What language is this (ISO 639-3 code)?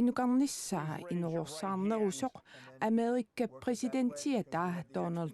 kal